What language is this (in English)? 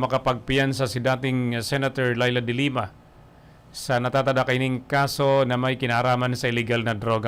Bikol